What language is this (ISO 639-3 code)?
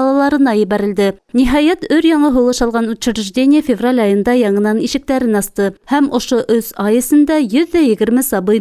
bak